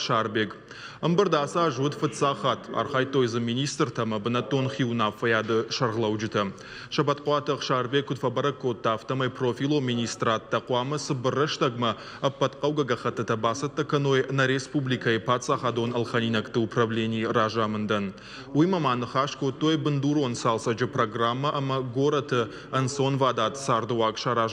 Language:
Ossetic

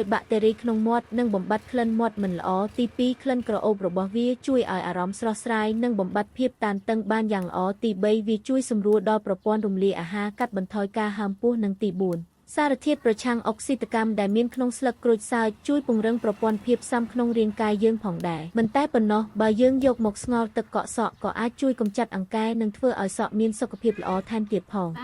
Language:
Khmer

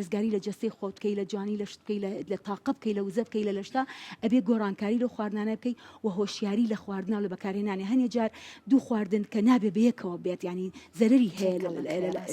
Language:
Central Kurdish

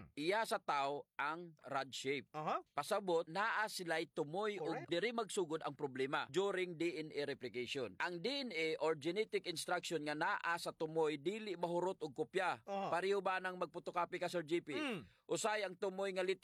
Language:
Cebuano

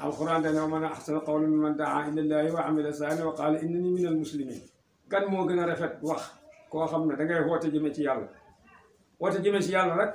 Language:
Wolof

